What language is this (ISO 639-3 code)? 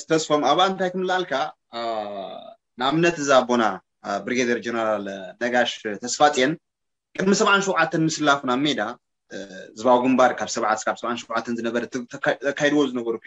tir